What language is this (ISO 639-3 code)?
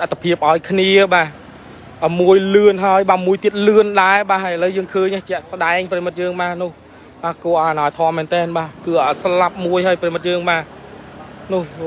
khm